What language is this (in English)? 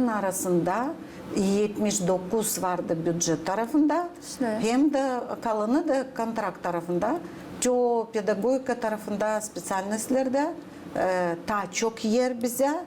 Gagauz